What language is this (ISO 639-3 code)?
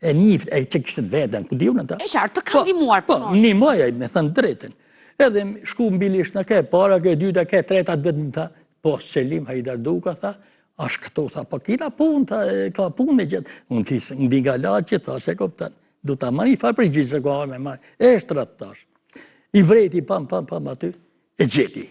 sqi